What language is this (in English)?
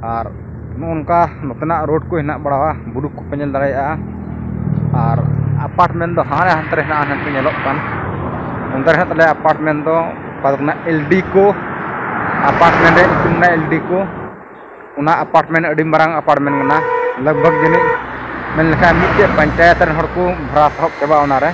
Santali